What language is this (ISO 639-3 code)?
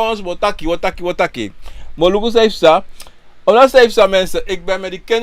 srn